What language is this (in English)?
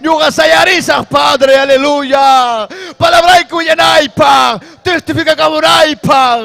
Ayacucho Quechua